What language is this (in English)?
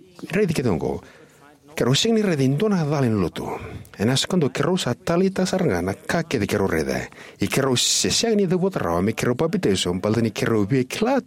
Fijian